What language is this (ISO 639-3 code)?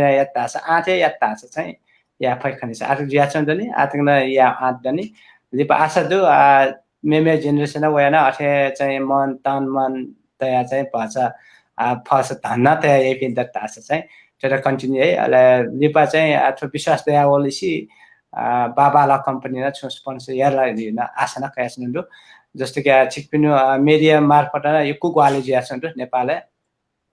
new